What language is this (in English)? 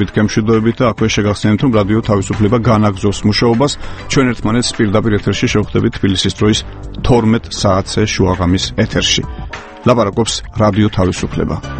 Georgian